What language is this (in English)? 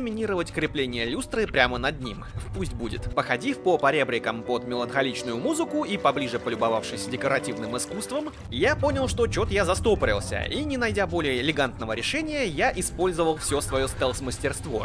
Russian